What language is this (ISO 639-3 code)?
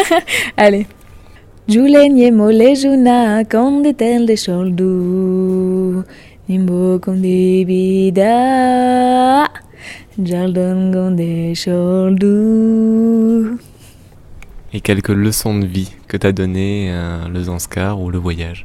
fra